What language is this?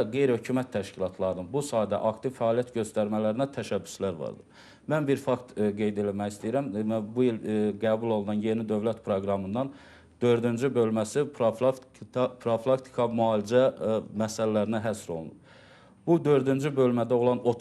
Azerbaijani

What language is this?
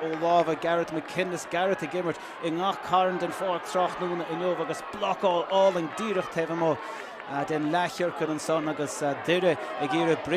Irish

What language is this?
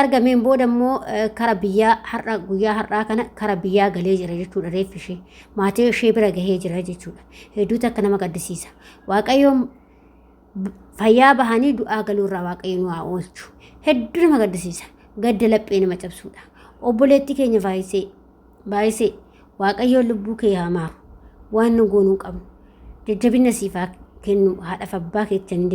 Oromo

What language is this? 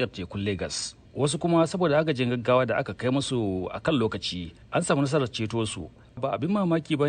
Hausa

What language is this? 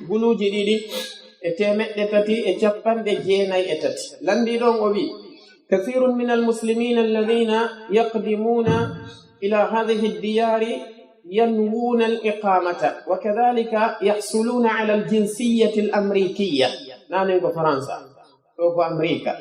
Pular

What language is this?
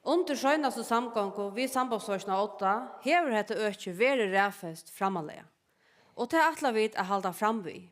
Faroese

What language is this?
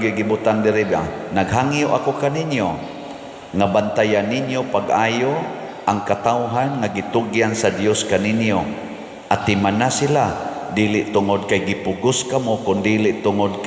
Cebuano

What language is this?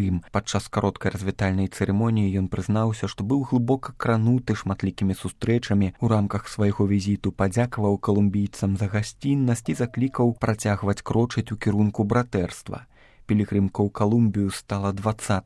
Belarusian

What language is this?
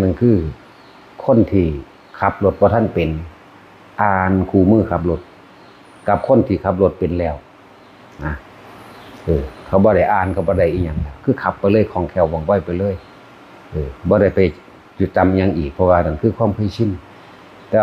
Lao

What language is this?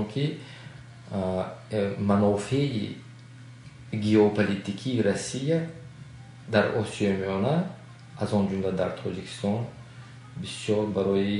Tajik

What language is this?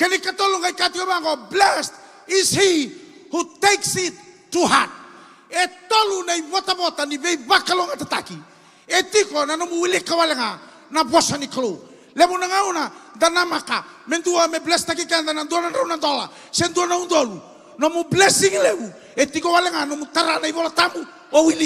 Fijian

